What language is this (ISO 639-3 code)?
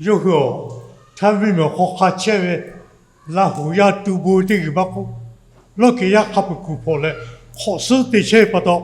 lhu